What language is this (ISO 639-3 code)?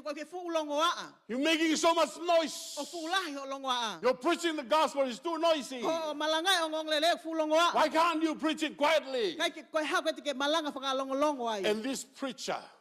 ton